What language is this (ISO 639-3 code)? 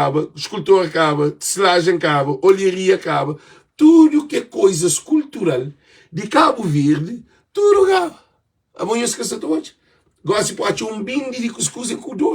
kea